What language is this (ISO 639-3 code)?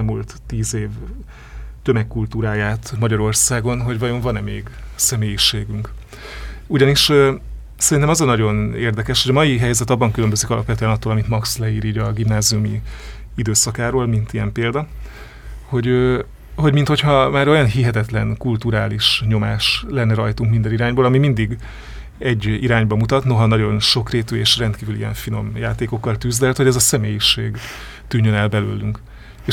hun